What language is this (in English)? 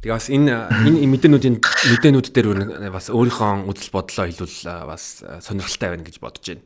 Mongolian